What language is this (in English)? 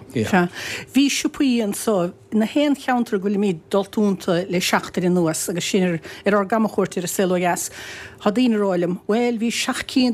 Irish